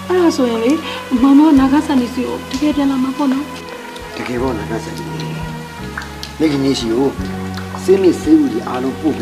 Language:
Burmese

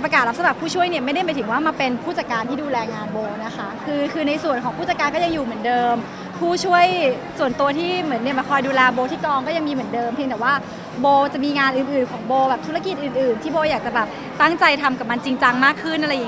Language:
Thai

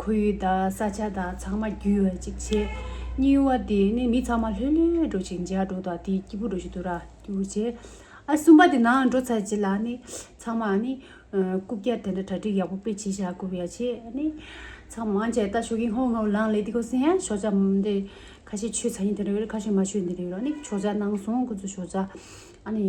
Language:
Tibetan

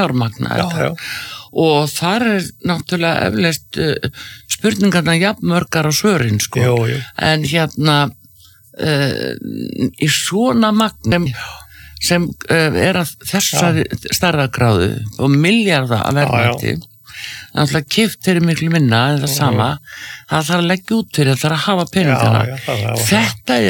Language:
Icelandic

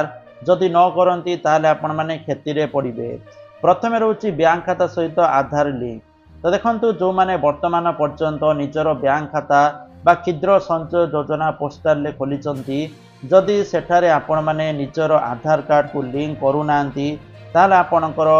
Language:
Odia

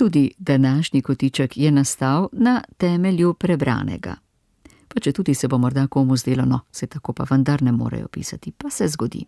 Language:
Slovenian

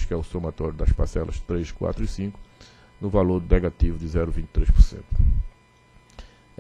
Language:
Portuguese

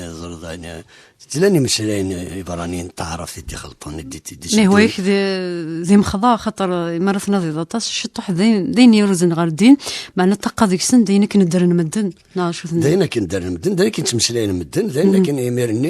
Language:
Kabyle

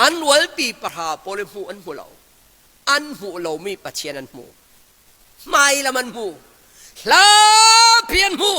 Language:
Falam Chin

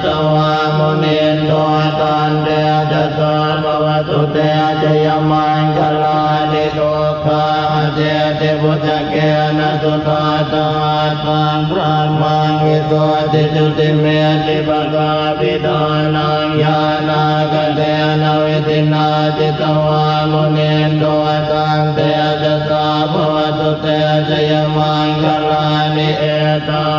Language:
Pali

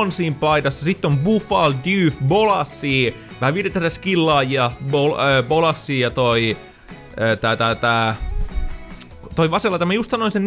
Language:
Finnish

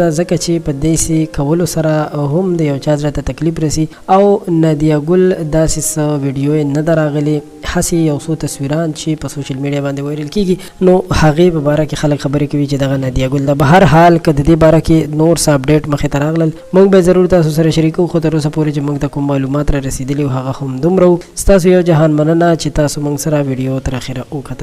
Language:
Pashto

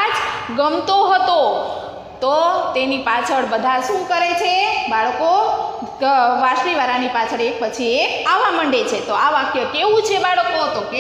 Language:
Gujarati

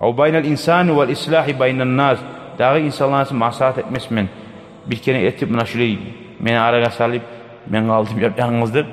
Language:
Kumyk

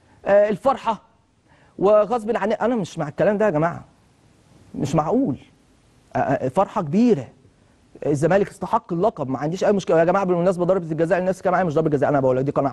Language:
Egyptian Arabic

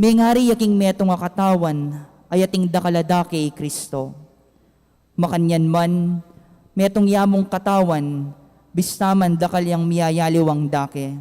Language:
Pampanga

